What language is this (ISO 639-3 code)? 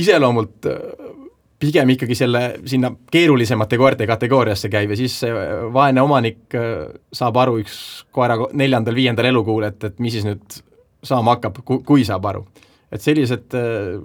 est